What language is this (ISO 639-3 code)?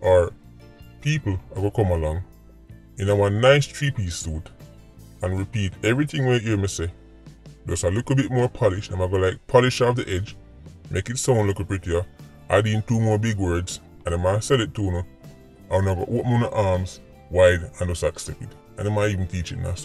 jam